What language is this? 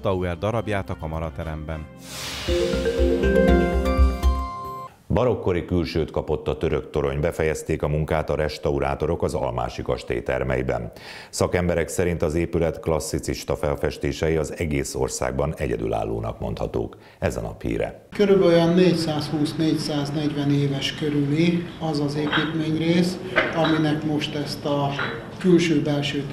Hungarian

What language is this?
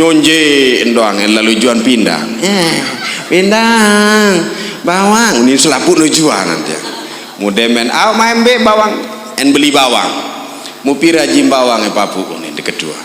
Sasak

